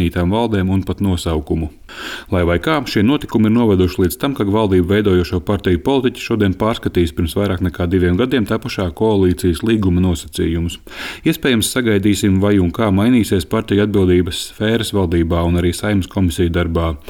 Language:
Latvian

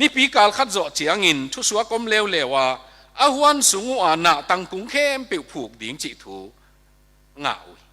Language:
Tedim Chin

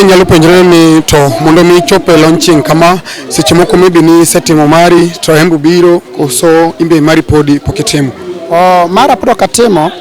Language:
Luo (Kenya and Tanzania)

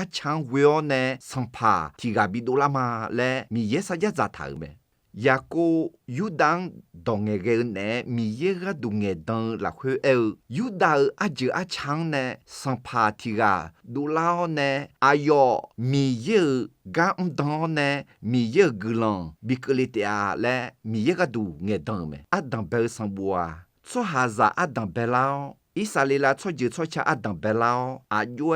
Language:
Akha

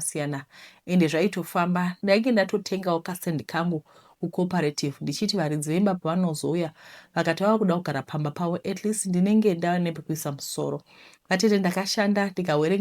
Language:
Shona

